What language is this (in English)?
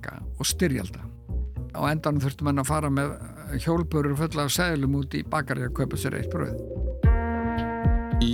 Icelandic